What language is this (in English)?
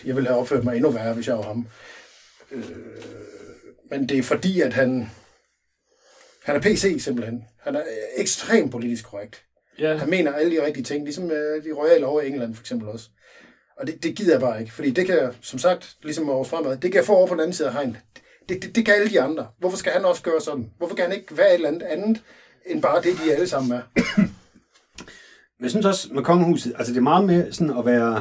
Danish